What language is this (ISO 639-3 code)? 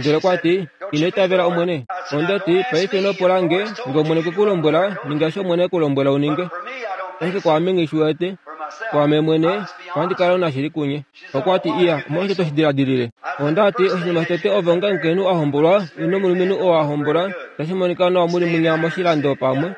kua